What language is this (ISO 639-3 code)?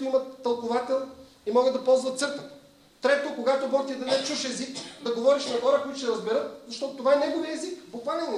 bul